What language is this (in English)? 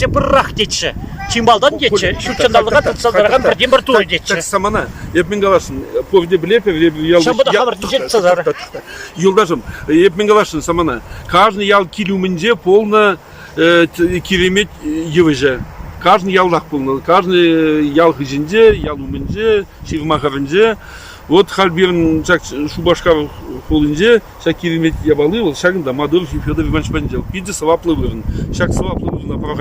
Chuvash